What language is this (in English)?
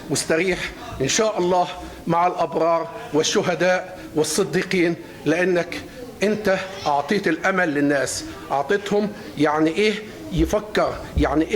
Egyptian Arabic